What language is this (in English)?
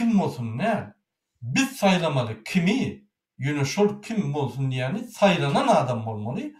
Turkmen